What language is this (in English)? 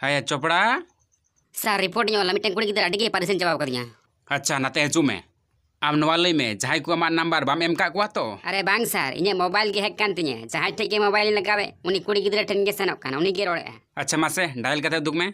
Santali